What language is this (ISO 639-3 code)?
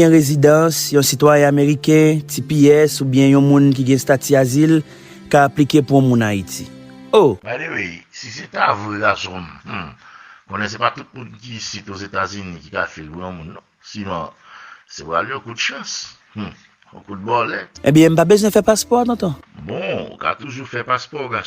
hat